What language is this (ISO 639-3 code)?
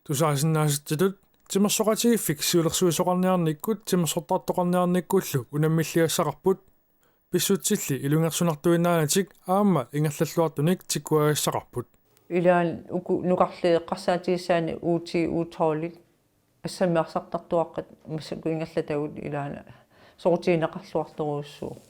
kal